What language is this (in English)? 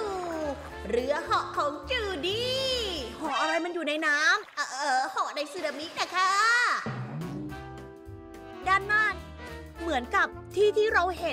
Thai